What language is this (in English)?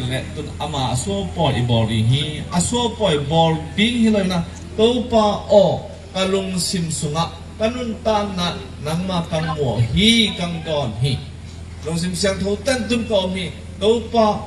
Tedim Chin